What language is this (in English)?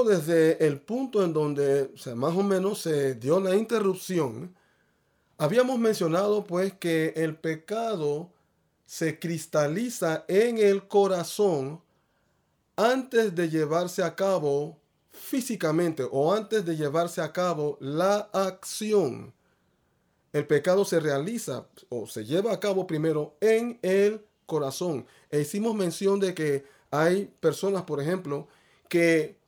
Spanish